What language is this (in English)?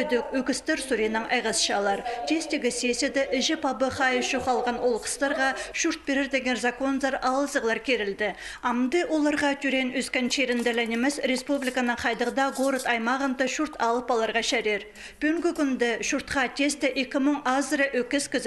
Khakas